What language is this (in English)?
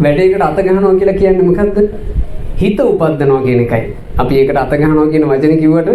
Sinhala